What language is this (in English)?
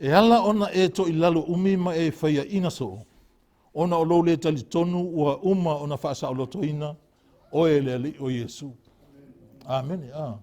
Samoan